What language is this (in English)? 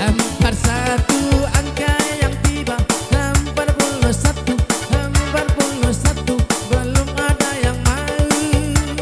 Minangkabau